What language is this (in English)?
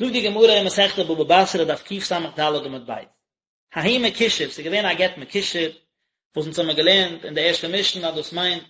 Yiddish